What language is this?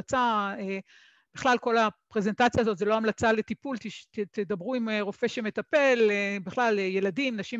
Hebrew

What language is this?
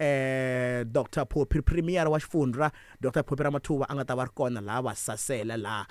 Tsonga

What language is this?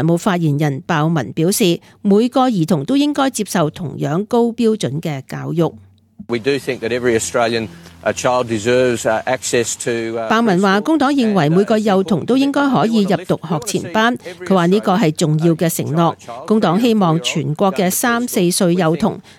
Cantonese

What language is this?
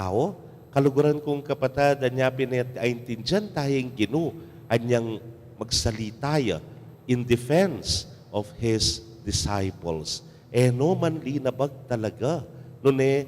Pampanga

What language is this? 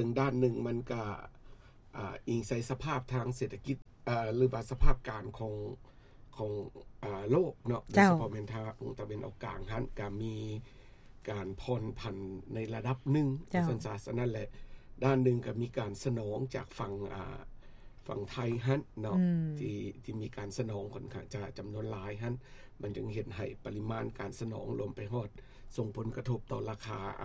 Lao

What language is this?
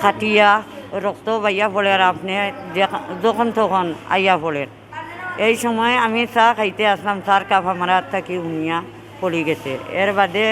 Sylheti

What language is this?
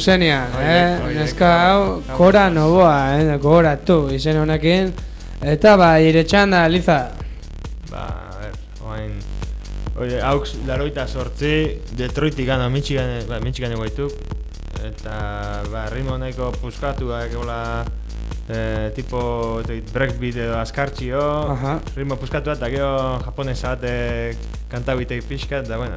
Basque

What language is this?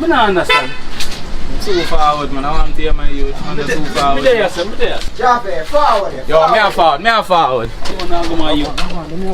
Jamaican Creole English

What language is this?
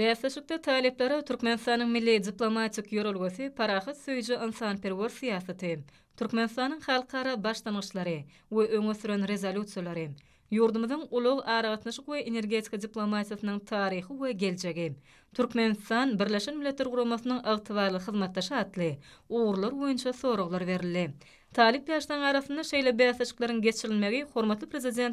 Turkmen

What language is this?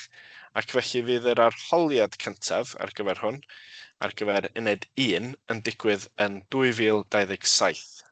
Welsh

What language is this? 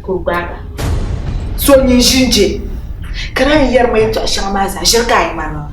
Dagbani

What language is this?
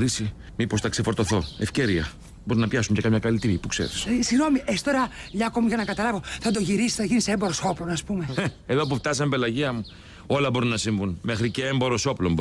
Greek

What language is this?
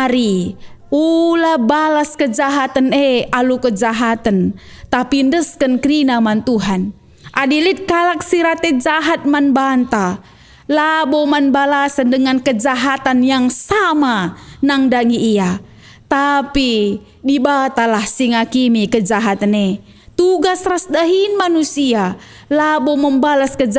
Batak Karo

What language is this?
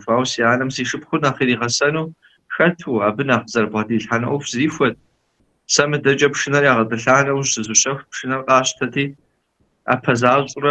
Kabardian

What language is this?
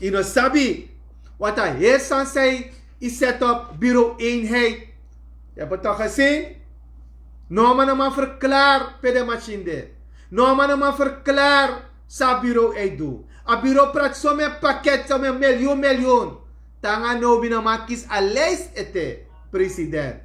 Sranan Tongo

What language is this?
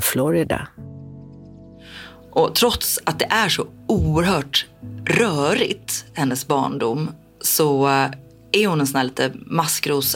Swedish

